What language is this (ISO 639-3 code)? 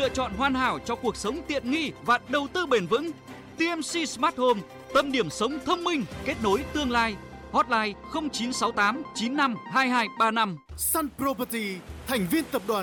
vie